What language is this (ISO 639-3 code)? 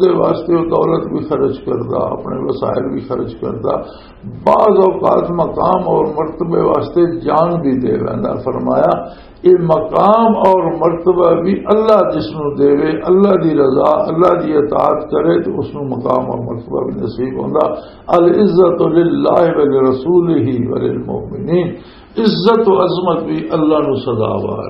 lah